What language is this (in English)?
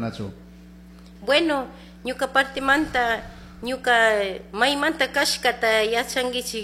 Chimborazo Highland Quichua